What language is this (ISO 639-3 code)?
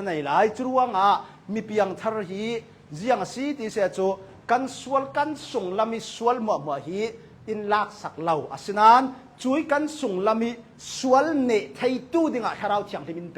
cnh